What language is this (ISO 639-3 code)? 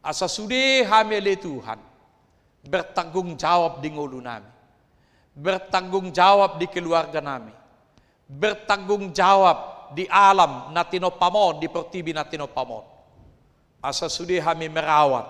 bbc